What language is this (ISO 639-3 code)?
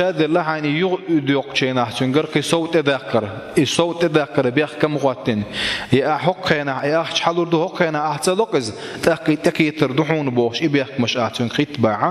che